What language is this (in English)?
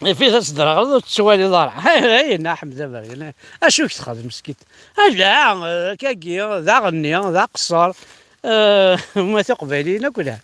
Kabyle